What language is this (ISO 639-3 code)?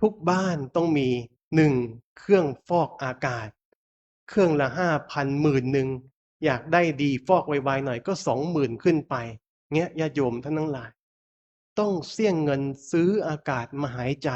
pli